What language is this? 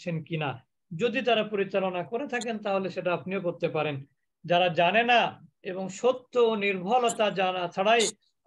Bangla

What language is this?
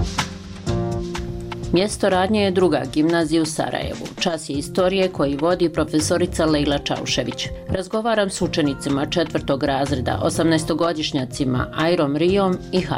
Bosnian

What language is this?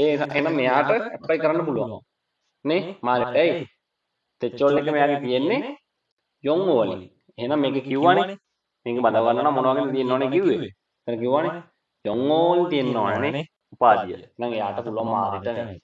Sinhala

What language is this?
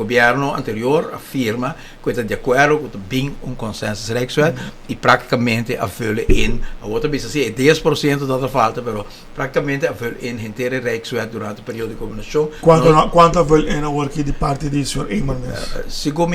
Papiamento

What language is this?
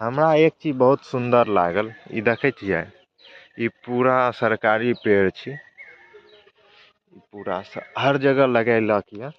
Maithili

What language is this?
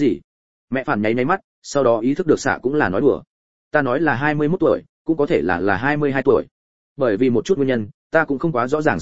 Vietnamese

